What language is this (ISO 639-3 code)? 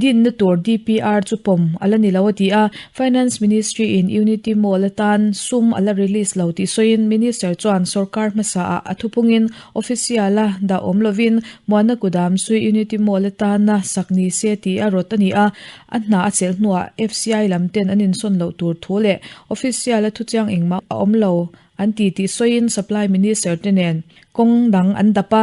lus